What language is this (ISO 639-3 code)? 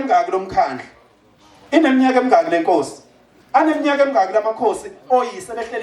zul